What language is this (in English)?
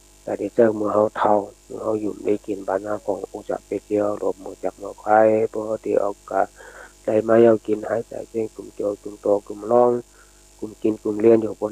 Shan